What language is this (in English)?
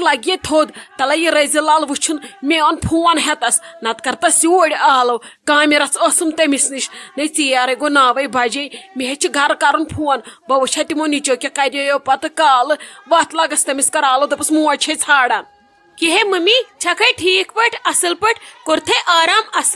Kashmiri